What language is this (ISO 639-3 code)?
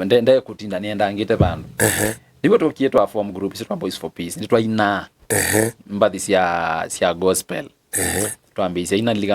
kam